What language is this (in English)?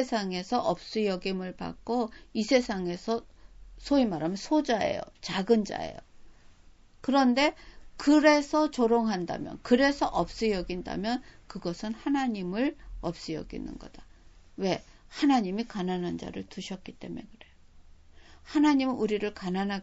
Korean